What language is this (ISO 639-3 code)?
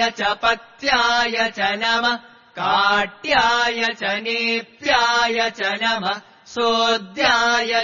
san